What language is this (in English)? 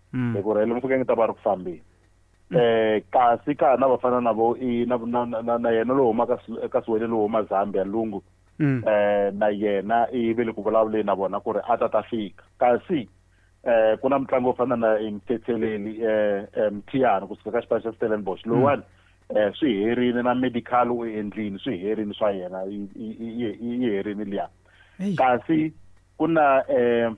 Tsonga